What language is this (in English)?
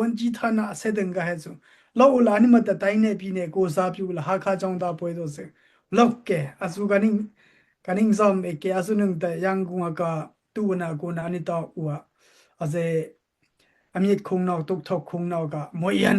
Daai Chin